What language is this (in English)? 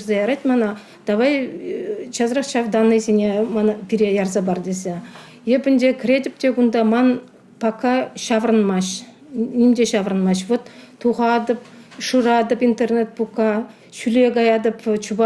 Chuvash